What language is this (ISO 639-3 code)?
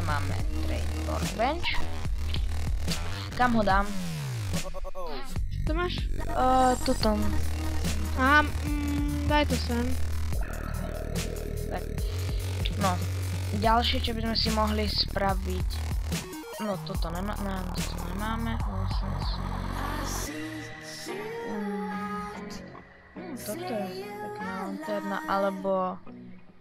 slk